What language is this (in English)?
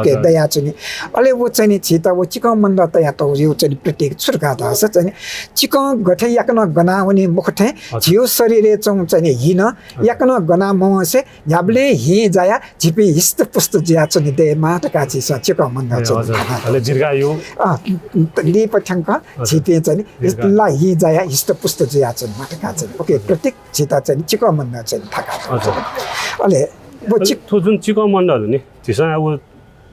Newari